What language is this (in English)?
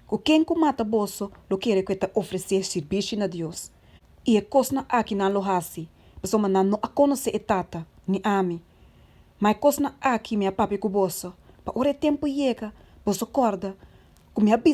Papiamento